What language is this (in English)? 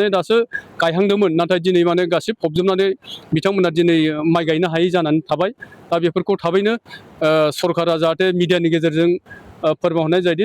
Bodo